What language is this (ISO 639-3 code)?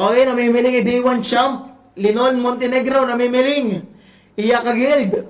war